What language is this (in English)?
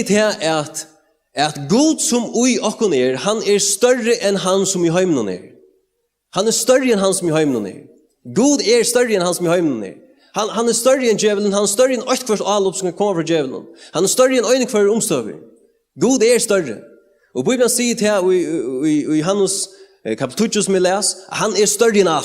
Faroese